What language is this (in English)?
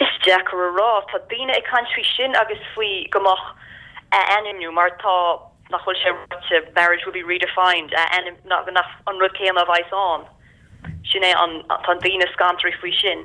Irish